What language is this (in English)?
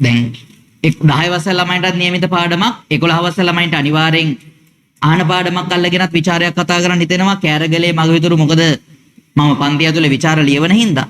Sinhala